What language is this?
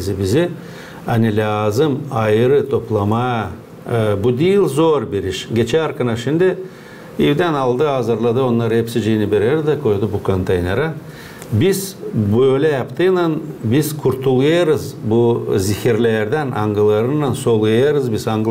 Gagauz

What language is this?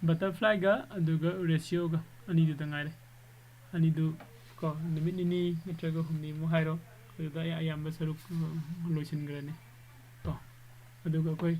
Manipuri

